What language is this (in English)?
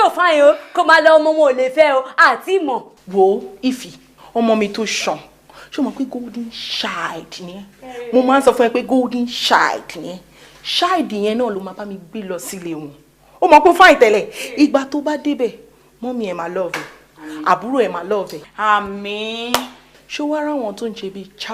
Yoruba